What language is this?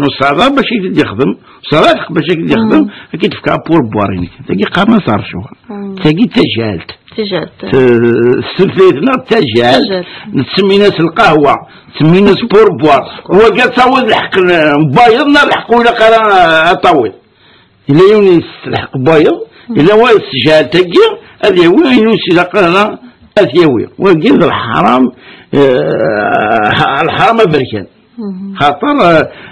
Kabyle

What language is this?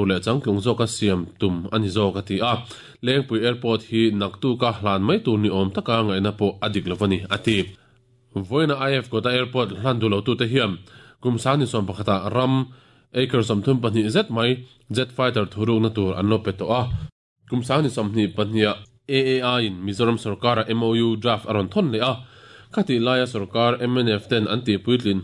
Mizo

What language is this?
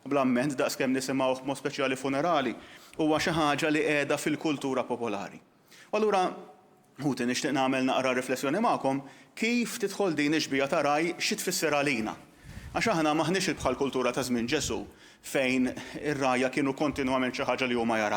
Maltese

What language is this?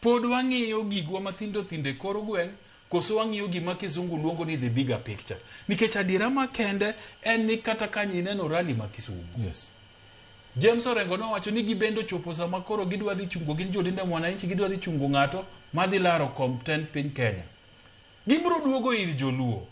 Luo (Kenya and Tanzania)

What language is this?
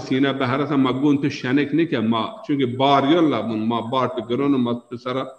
Zaza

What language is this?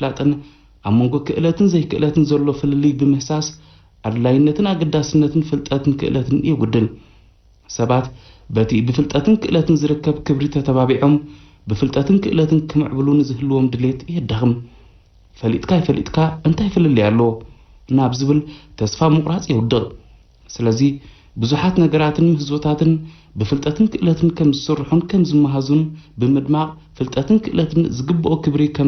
Tigrinya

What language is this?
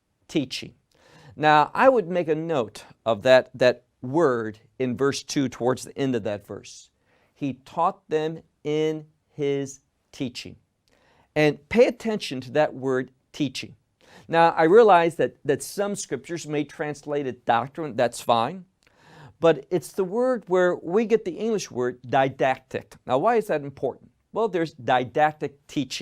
English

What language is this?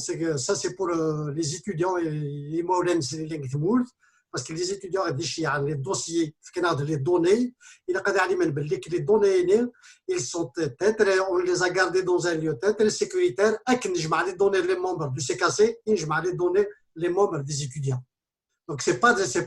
Kabyle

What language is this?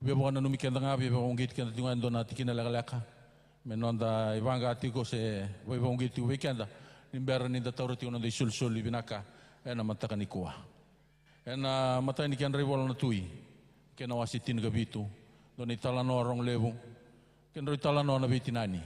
Fijian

